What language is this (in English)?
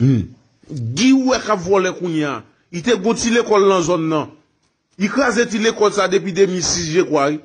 Haitian Creole